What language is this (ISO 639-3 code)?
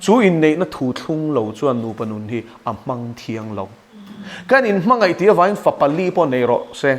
lus